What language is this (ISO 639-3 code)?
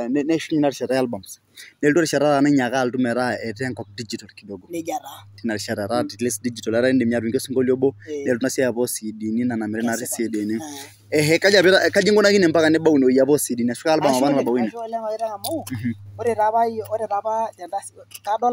mas